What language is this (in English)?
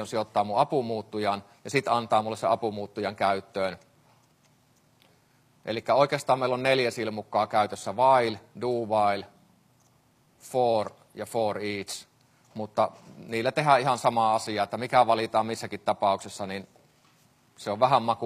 Finnish